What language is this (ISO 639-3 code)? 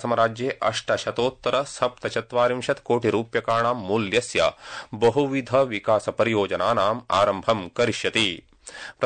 san